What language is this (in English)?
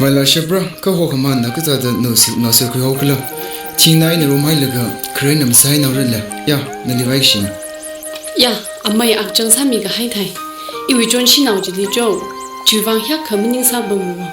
Tangkhul Naga (India)